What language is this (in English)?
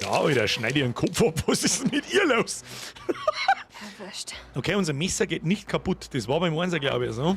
Bavarian